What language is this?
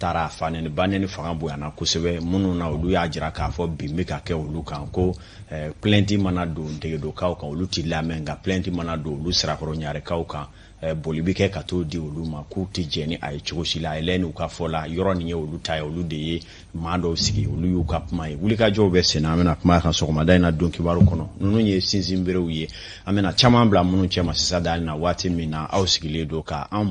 Bambara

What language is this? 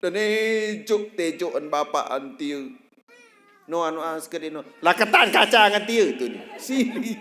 Sasak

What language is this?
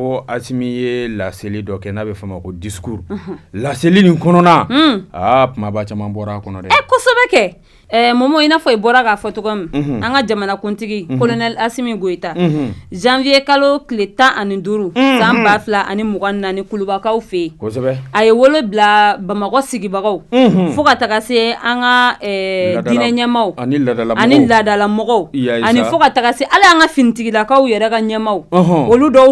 Bambara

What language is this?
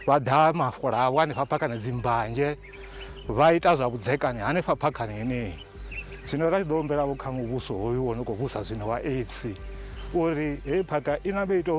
Venda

